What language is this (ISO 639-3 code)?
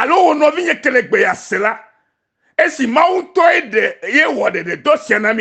ewe